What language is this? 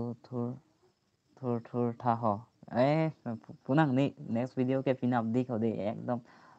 Karbi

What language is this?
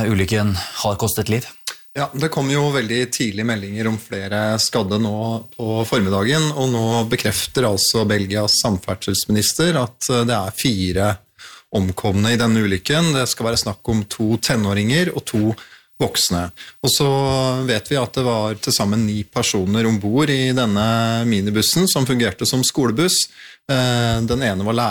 Norwegian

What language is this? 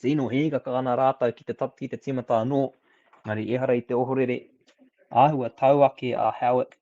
Māori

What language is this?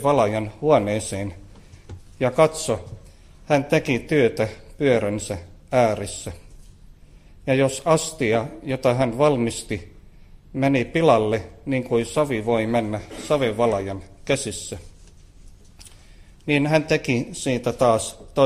Finnish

